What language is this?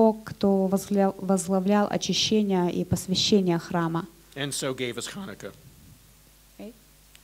Russian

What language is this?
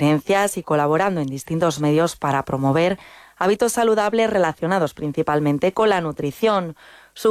Spanish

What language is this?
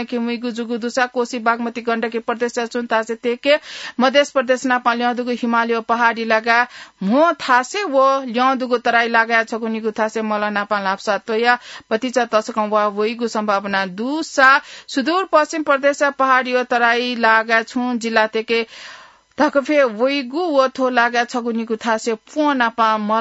Newari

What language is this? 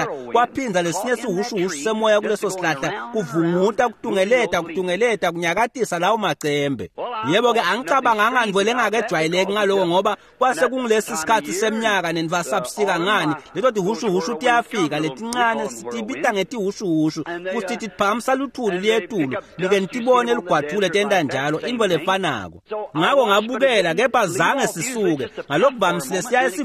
Swati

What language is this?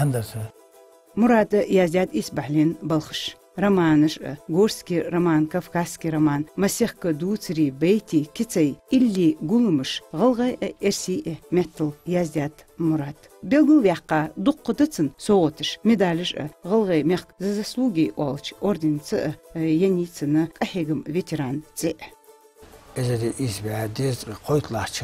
Ingush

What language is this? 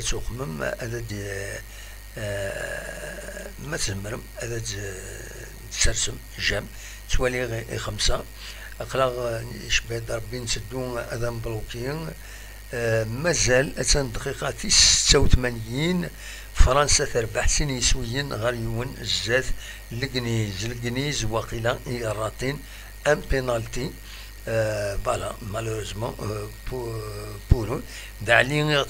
Kabyle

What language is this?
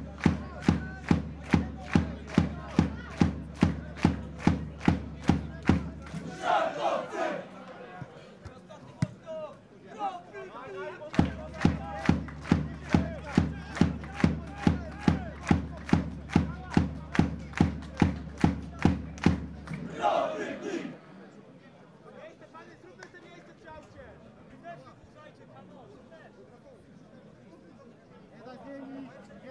Polish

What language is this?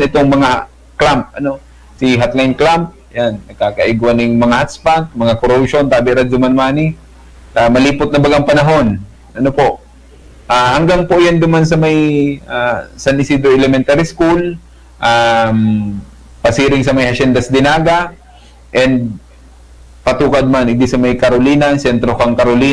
Bikol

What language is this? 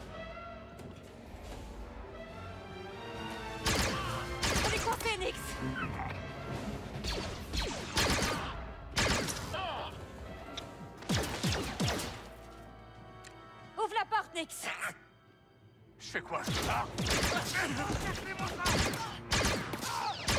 French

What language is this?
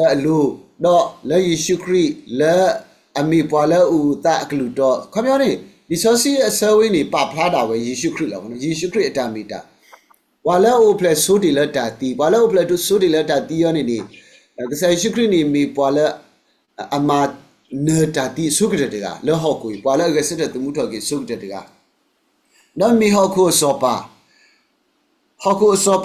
S'gaw Karen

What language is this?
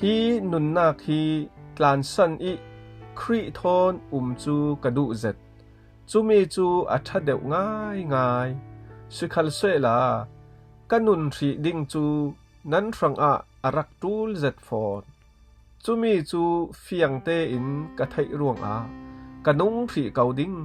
Falam Chin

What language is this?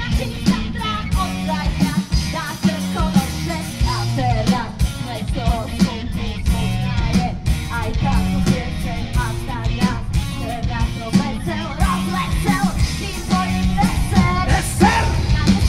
Slovak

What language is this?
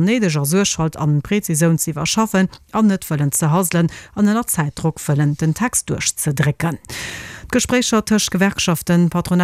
Luxembourgish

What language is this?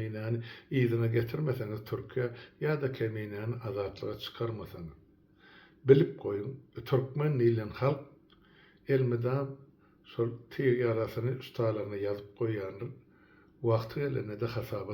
Turkmen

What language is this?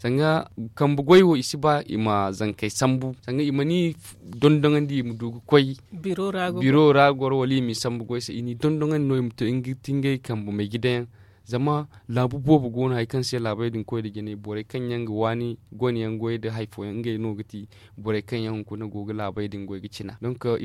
Zarma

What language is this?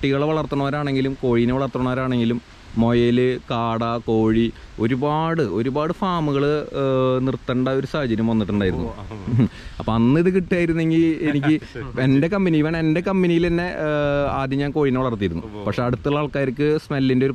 Malayalam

